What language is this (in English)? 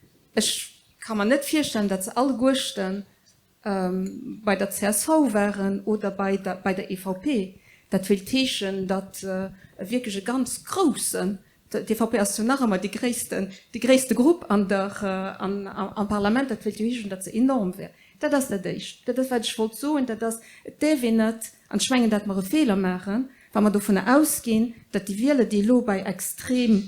Luxembourgish